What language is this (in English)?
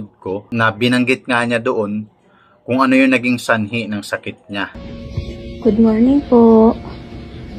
Filipino